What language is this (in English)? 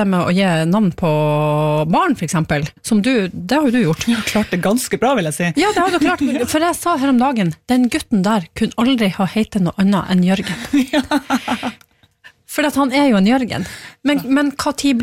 Norwegian